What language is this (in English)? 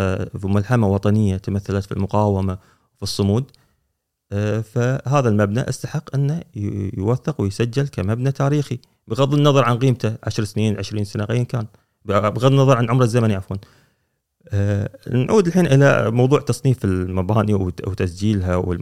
Gulf Arabic